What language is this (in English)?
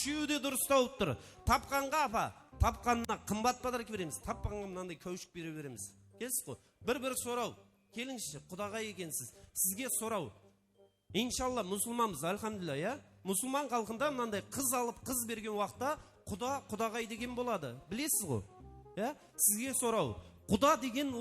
Kara-Kalpak